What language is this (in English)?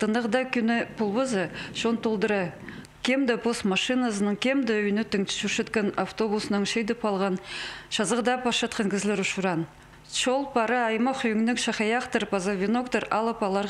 Khakas